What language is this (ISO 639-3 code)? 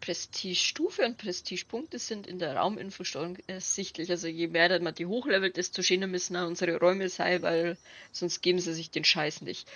bar